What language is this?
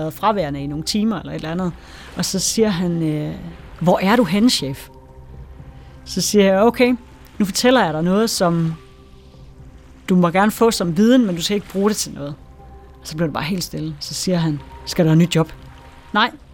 Danish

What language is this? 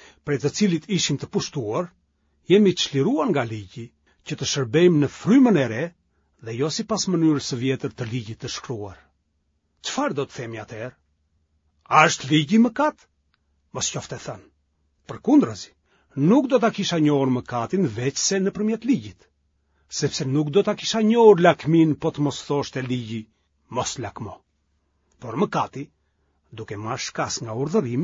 Albanian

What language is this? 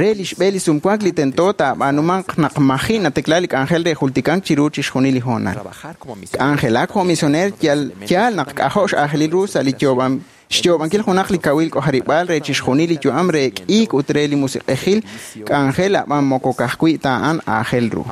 Kekchí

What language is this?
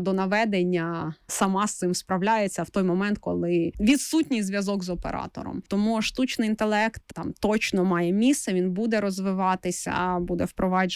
Ukrainian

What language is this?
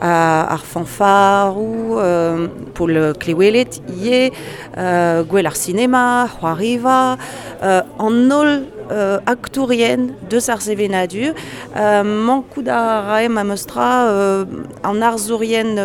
Breton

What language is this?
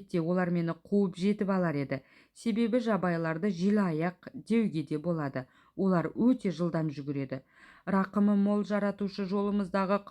Kazakh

